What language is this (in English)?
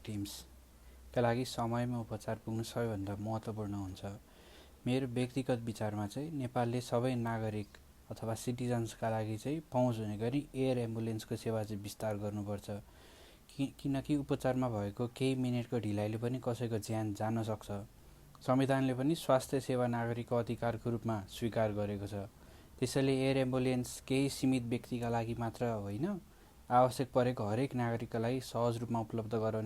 Nepali